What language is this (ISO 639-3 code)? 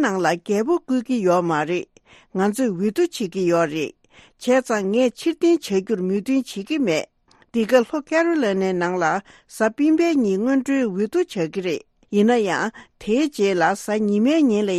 bod